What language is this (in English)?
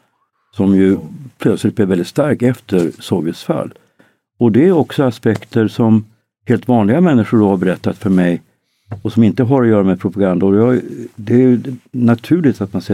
Swedish